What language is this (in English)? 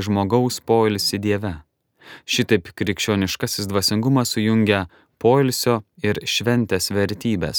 Lithuanian